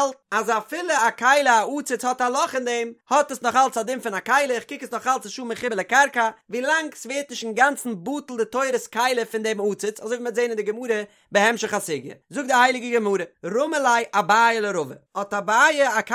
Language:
Yiddish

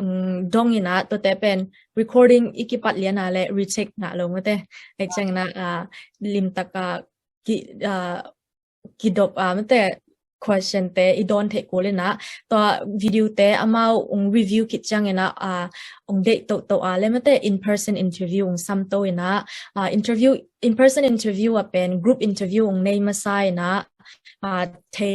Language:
Tedim Chin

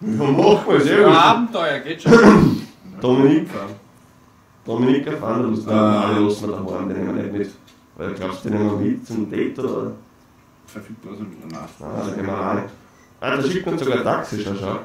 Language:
Bavarian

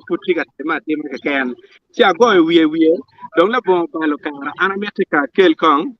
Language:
Acoli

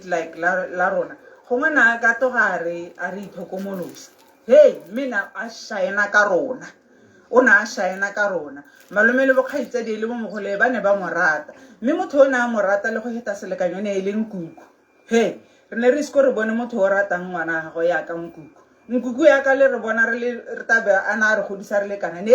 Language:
Tswana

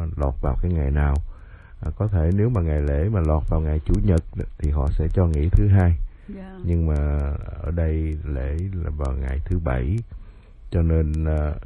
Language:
Vietnamese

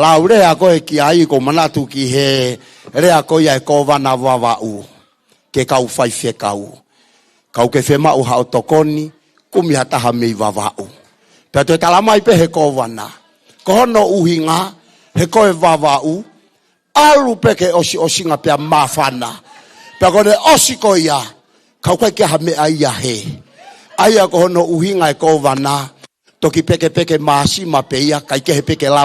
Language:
Tongan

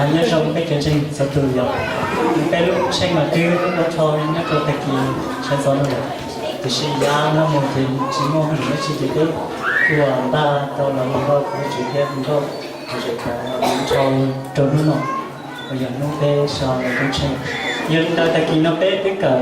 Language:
Hmong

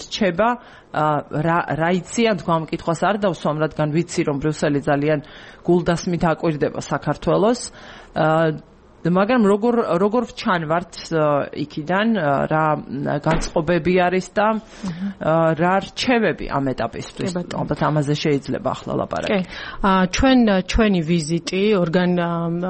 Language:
Georgian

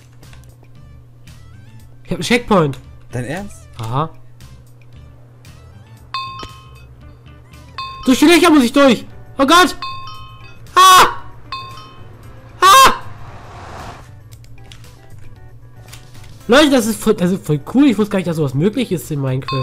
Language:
German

